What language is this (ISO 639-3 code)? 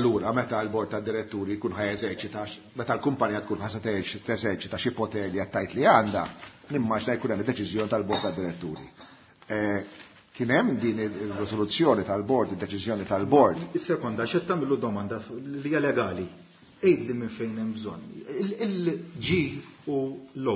mlt